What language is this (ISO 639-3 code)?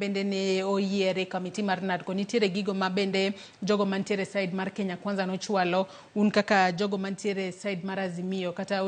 luo